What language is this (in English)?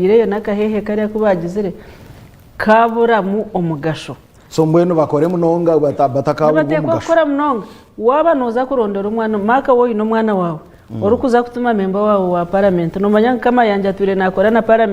Nyankole